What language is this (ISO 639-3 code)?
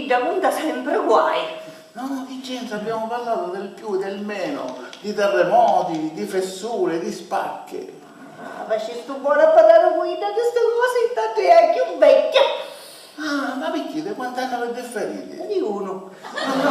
scn